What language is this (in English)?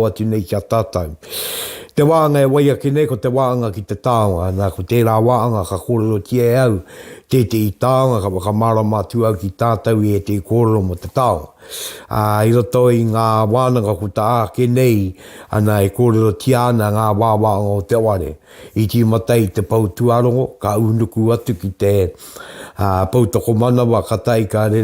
Māori